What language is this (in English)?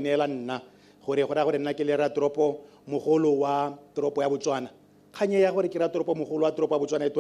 Tswana